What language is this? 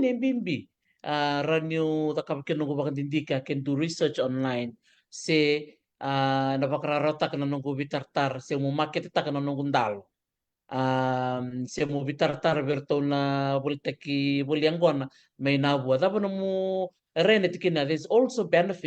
Fijian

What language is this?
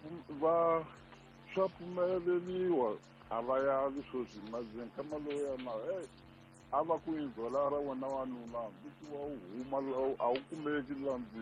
Tsonga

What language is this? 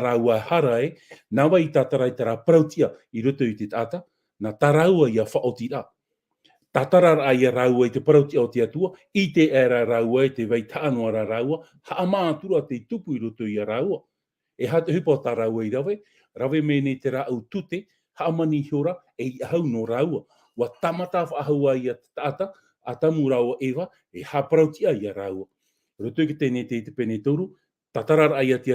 Tahitian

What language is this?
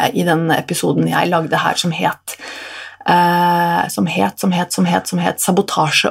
Norwegian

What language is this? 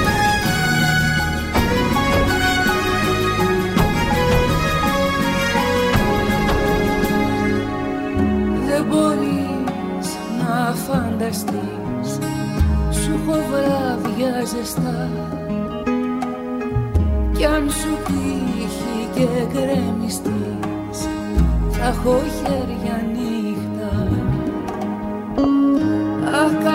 Greek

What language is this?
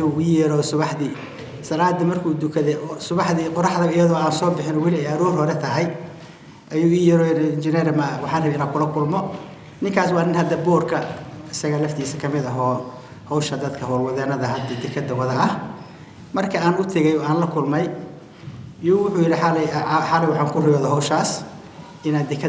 Somali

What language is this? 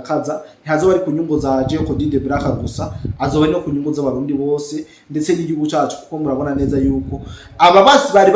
Rundi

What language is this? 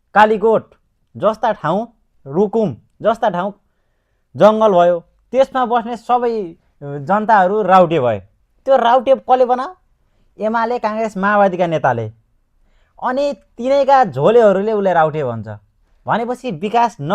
Nepali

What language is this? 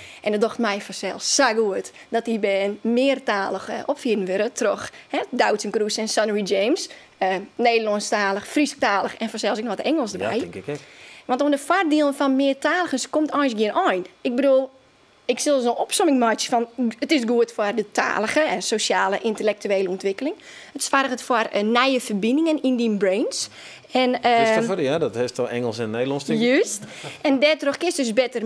Western Frisian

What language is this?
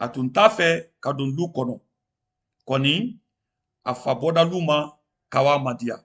Mandingo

